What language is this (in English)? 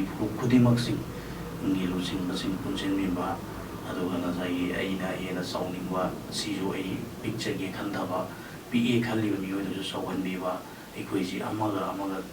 Manipuri